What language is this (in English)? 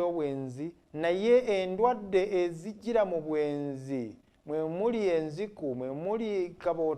Ganda